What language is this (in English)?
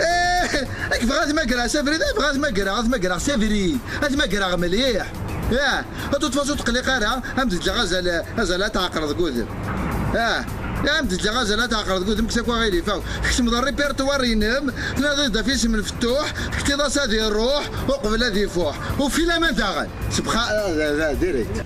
Kabyle